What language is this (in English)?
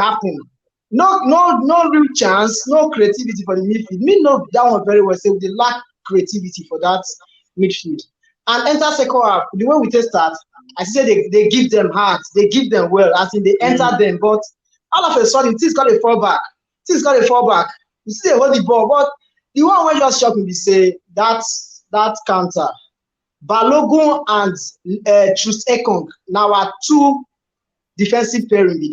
Nigerian Pidgin